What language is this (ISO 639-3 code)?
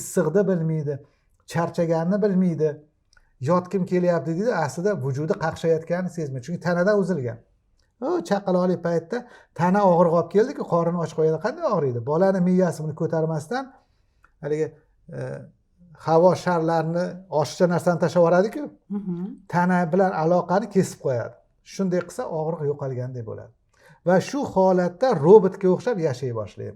uzb